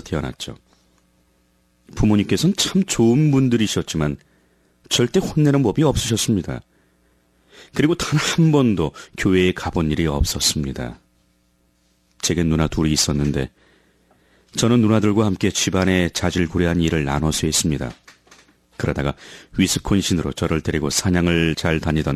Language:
Korean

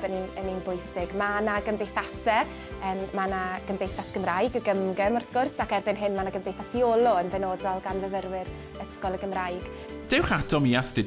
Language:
Welsh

